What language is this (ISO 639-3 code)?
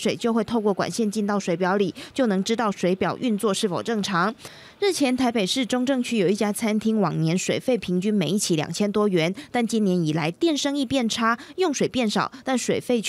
zho